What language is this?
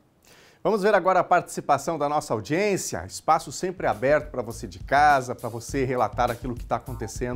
Portuguese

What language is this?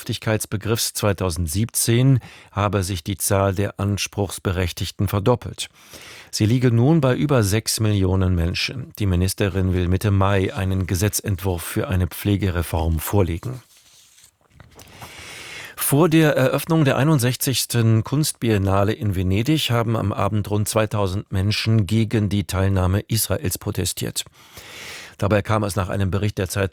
German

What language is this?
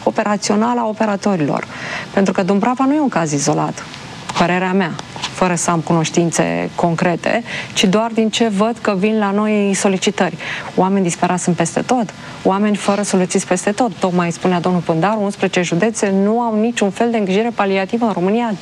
Romanian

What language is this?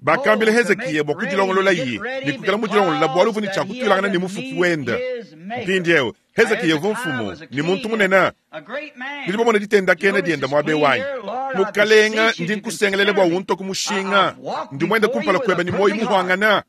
Luba-Lulua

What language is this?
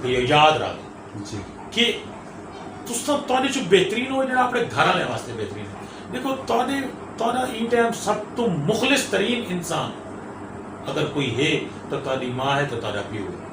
Saraiki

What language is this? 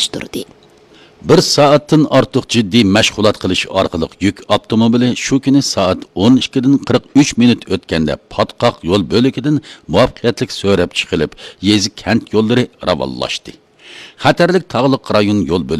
Uyghur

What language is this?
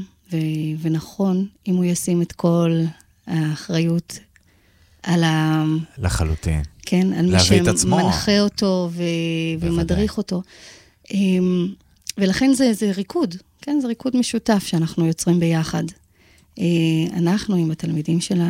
Hebrew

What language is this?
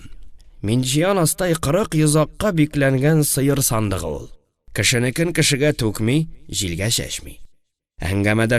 Tatar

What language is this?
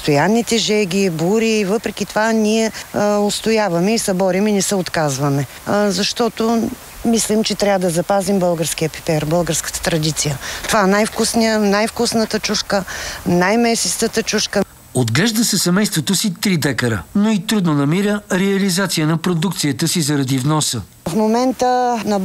Bulgarian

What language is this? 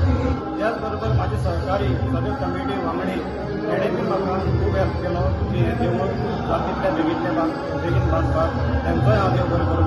Konkani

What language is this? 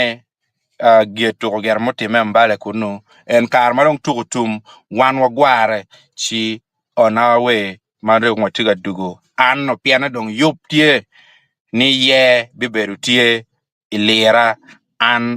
Acoli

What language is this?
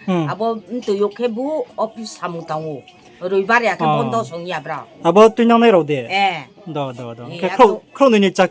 Riang (India)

